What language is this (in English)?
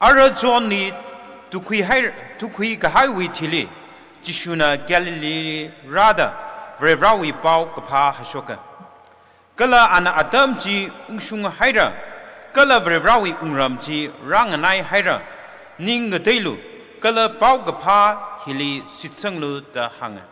Tangkhul Naga (India)